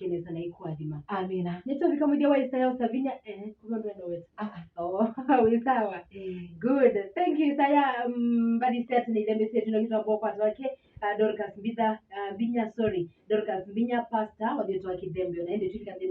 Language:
Kamba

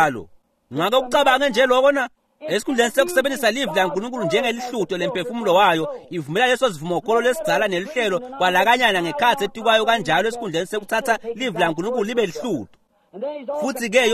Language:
Swati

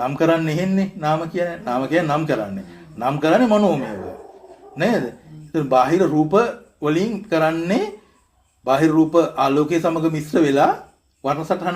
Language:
Sinhala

